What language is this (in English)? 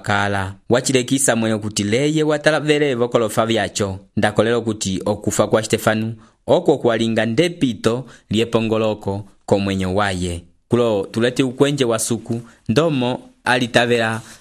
Umbundu